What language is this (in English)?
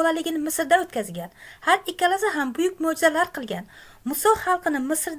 Uzbek